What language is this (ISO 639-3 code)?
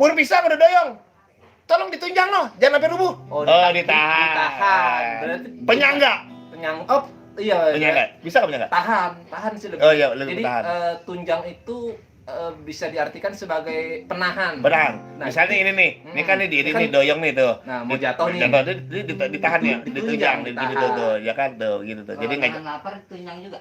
bew